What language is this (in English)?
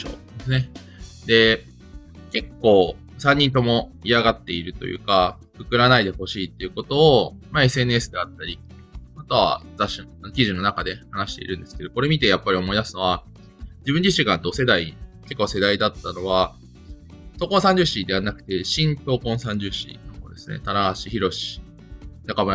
Japanese